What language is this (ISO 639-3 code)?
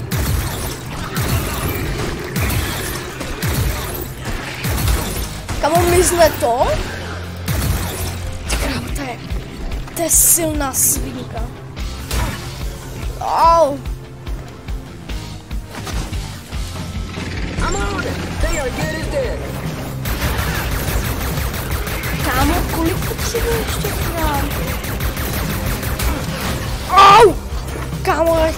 ces